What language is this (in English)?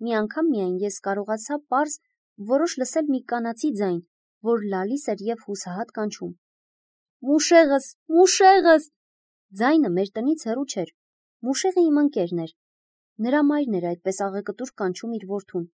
Armenian